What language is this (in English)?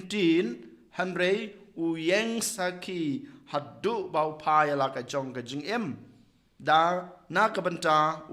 Khasi